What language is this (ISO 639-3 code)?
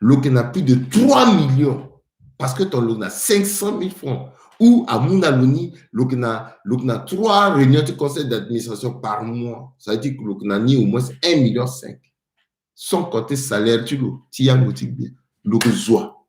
sag